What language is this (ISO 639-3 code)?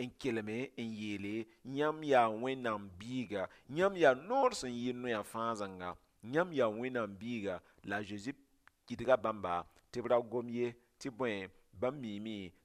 mos